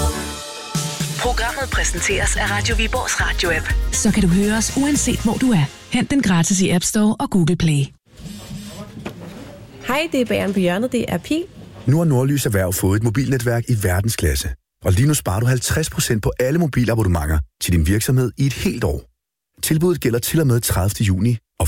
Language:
Danish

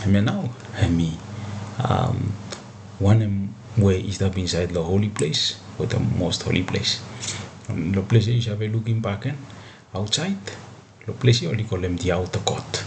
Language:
Bislama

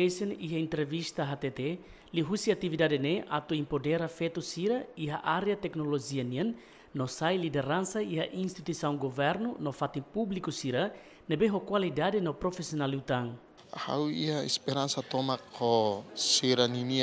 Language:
Tetum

